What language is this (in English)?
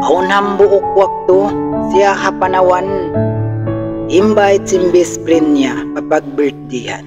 Tausug